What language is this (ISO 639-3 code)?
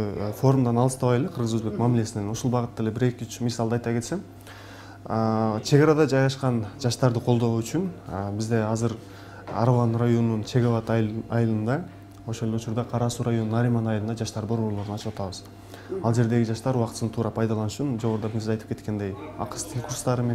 kir